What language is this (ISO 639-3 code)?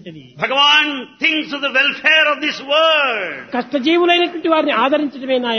tel